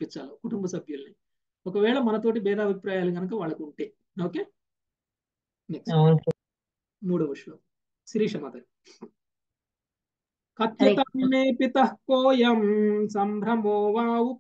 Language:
Telugu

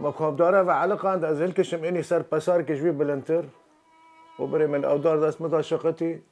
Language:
Kurdish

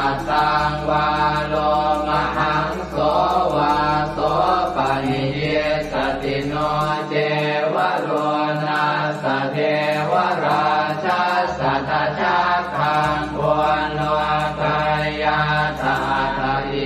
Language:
Pali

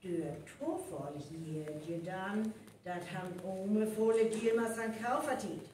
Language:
Northern Frisian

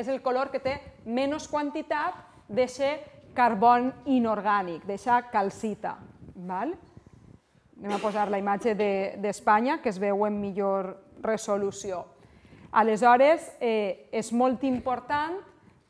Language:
Catalan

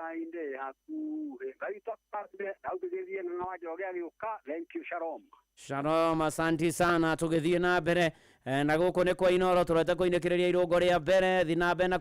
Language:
Kikuyu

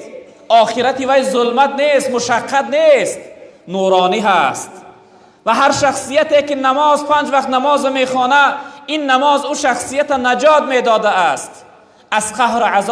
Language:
Tajik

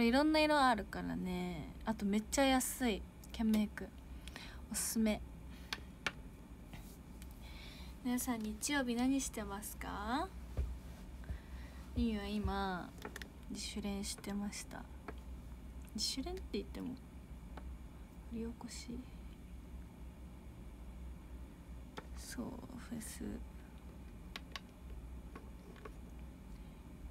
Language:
Japanese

